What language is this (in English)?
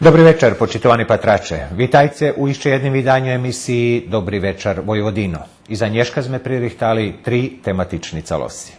Rusyn